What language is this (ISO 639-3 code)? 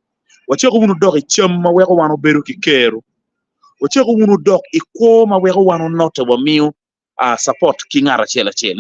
ach